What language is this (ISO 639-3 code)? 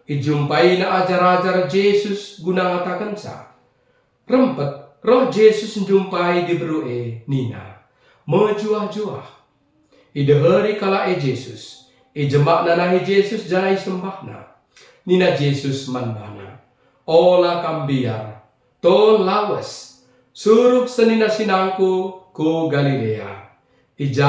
btx